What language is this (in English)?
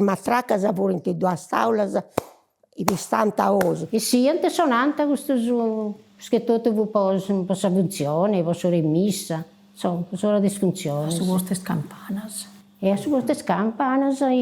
Sardinian